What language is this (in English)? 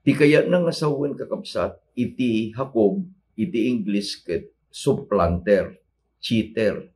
Iloko